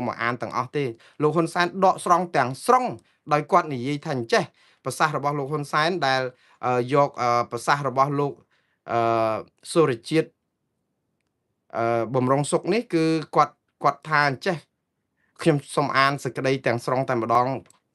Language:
Khmer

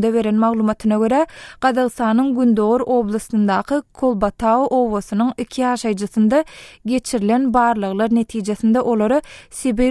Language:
Turkmen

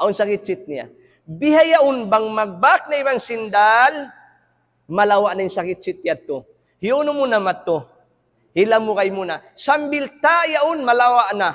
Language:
Tausug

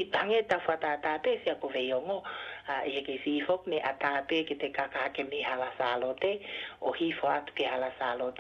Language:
Tongan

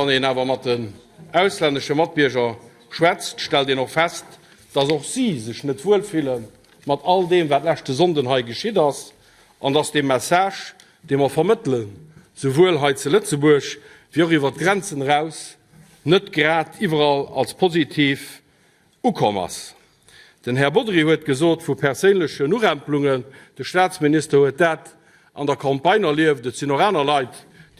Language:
Luxembourgish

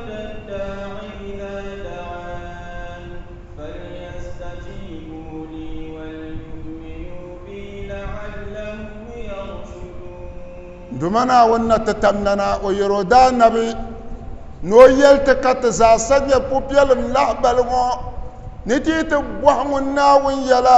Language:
Dagbani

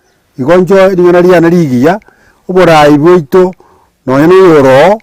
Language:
Gusii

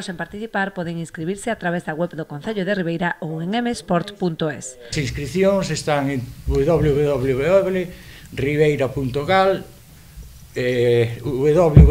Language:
Galician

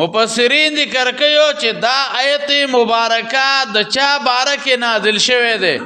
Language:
Pashto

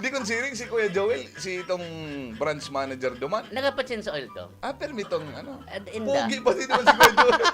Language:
Bikol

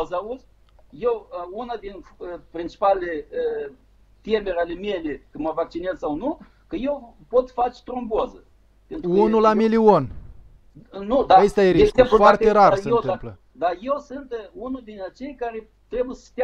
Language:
Romanian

